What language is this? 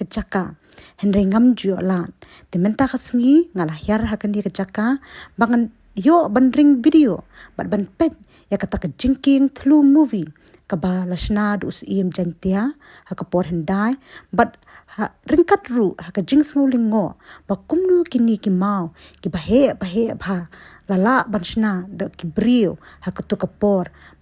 Khasi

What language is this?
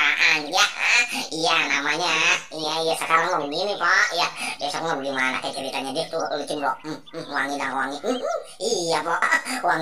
Betawi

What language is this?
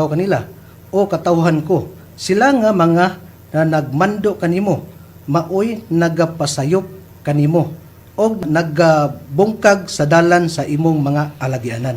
Cebuano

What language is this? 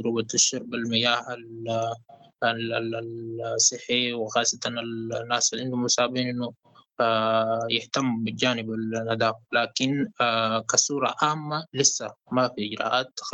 Sudanese Arabic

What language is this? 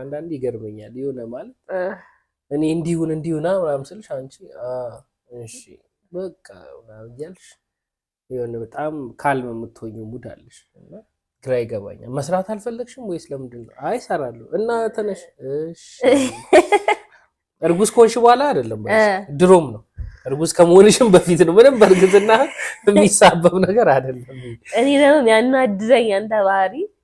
Amharic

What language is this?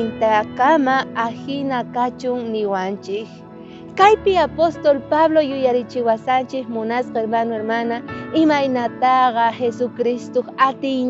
South Bolivian Quechua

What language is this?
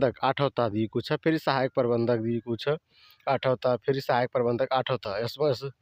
Nepali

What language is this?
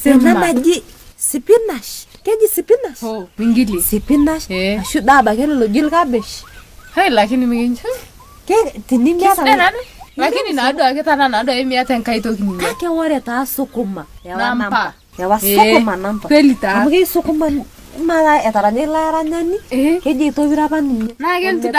Masai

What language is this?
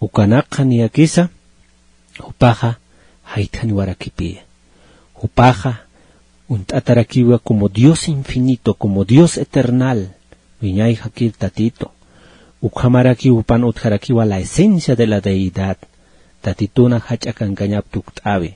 Aymara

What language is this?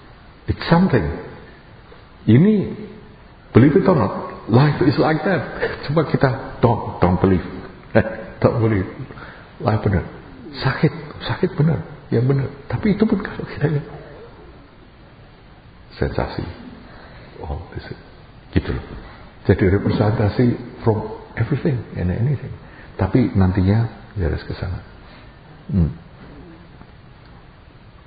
Indonesian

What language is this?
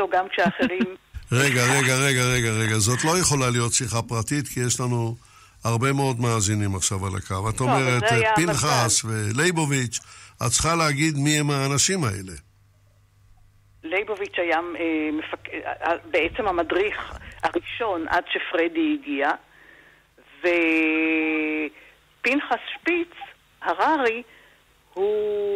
Hebrew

